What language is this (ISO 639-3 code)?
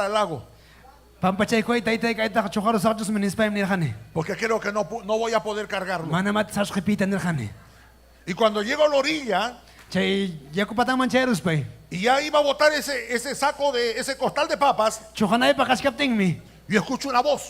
quy